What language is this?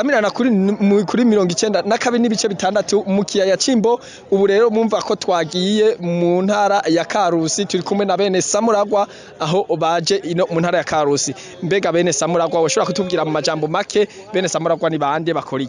Rundi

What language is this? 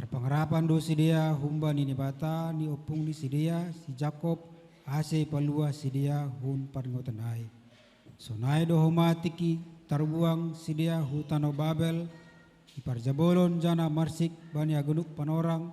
Batak Simalungun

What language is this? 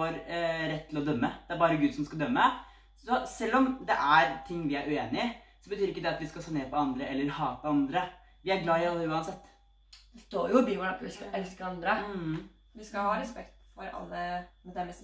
Norwegian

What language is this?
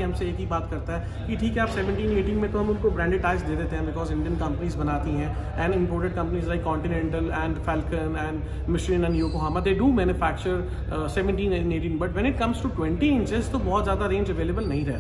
Hindi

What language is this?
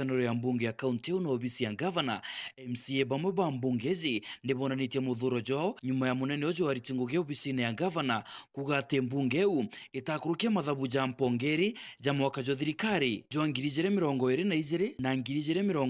Meru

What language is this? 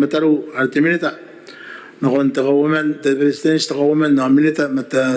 Gilbertese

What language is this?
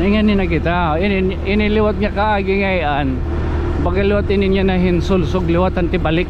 Waray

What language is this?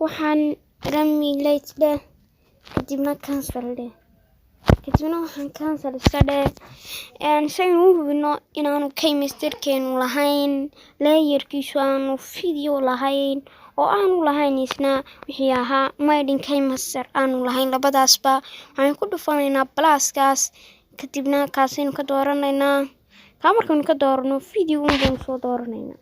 Somali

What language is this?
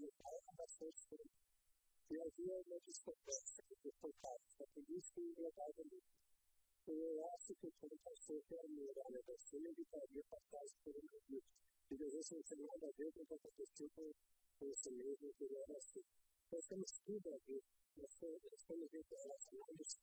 Portuguese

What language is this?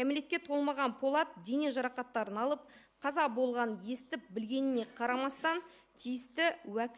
Kazakh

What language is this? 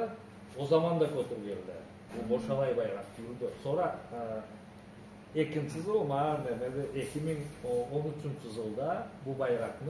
Karachay-Balkar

